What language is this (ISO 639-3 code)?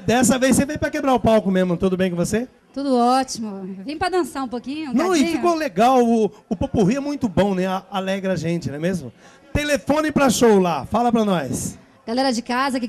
por